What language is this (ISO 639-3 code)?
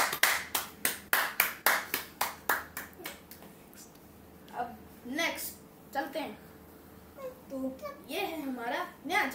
hin